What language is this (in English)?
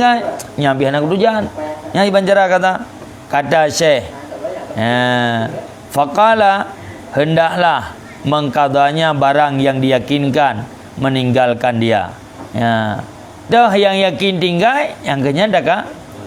Achinese